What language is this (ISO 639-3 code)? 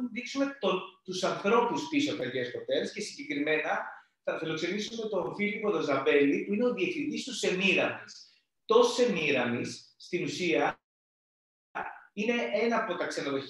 ell